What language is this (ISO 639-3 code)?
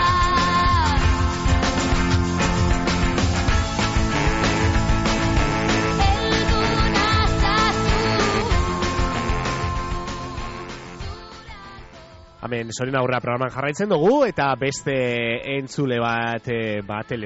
eus